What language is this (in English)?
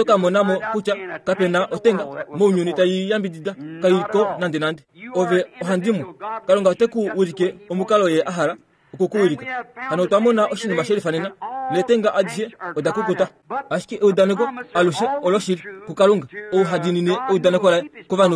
Kuanyama